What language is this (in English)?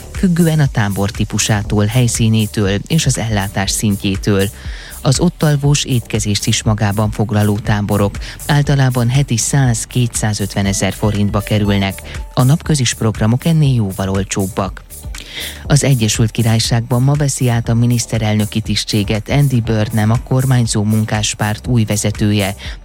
Hungarian